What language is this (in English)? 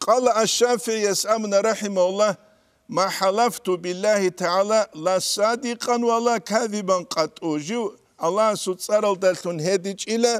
Avaric